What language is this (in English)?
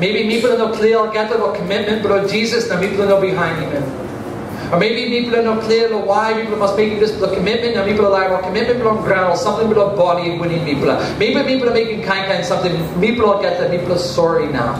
Tok Pisin